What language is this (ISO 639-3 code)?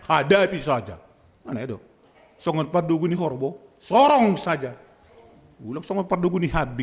bts